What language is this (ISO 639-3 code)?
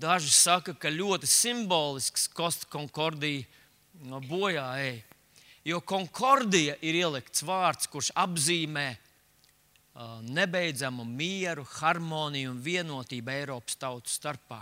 lav